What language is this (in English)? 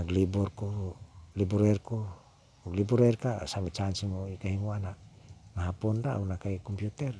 Cebuano